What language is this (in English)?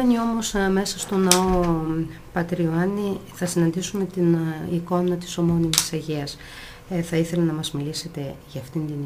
Greek